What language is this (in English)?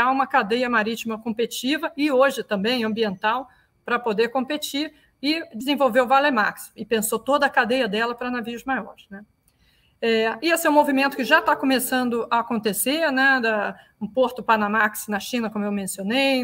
Portuguese